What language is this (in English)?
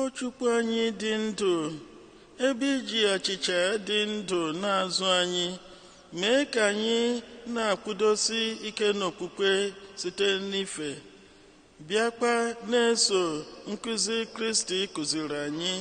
Igbo